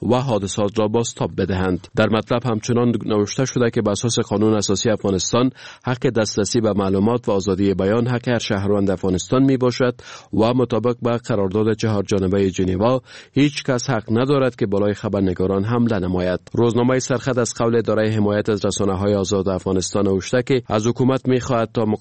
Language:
Persian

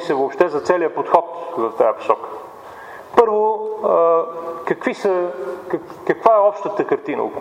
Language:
Bulgarian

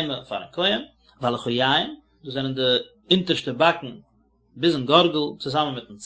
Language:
Yiddish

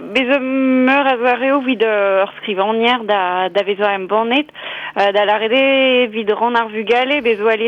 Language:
Breton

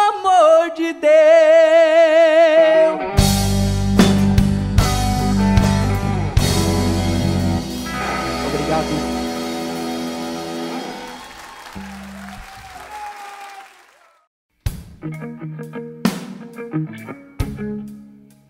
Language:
Portuguese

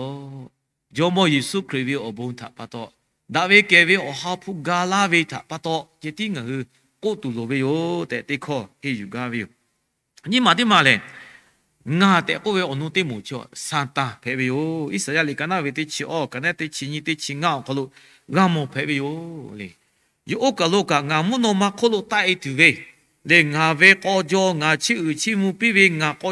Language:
Lahu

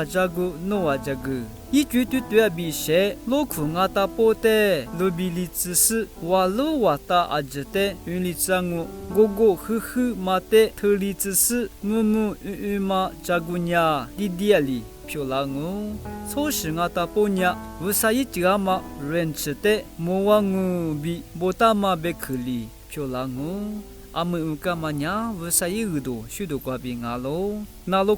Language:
Lisu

